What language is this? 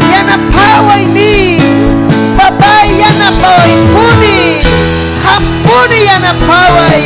Ayacucho Quechua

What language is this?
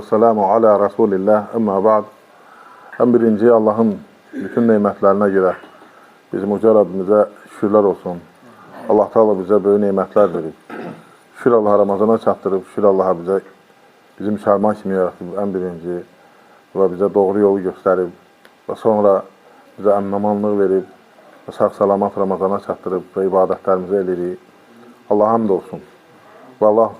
Azerbaijani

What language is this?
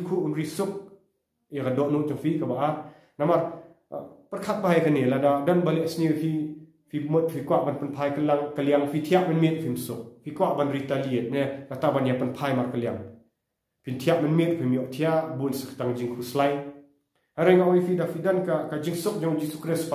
Khasi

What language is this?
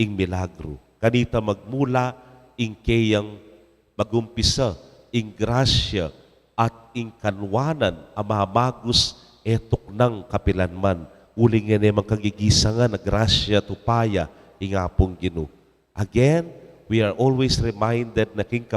Pampanga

